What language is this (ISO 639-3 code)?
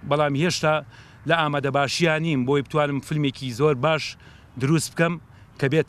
ckb